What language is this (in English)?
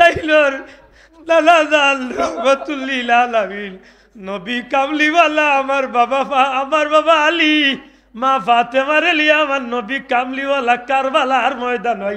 Sylheti